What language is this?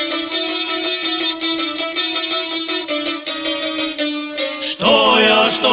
Serbian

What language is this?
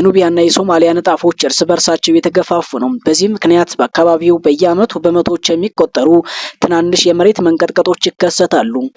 Amharic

